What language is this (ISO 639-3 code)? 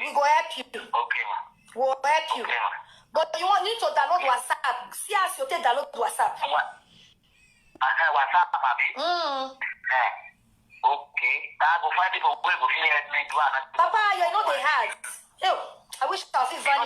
pcm